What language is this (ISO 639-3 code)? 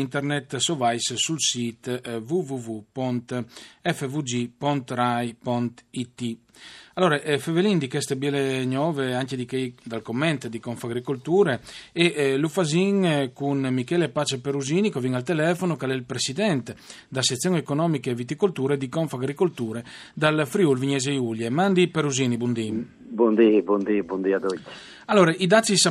fur